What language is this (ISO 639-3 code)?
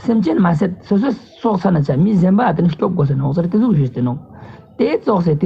lbj